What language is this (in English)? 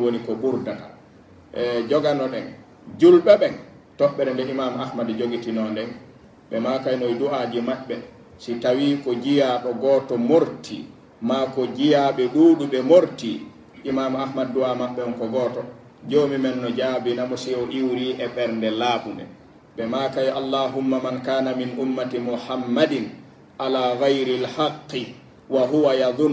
Pular